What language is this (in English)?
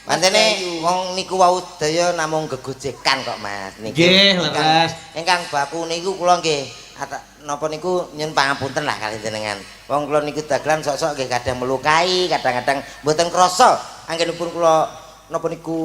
Javanese